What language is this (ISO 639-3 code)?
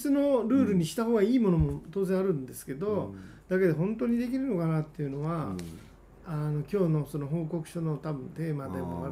jpn